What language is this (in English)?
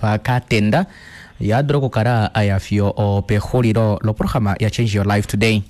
Kuanyama